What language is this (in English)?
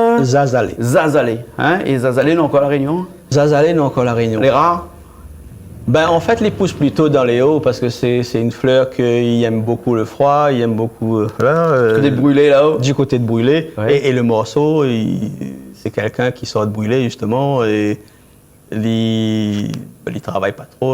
Réunion Creole French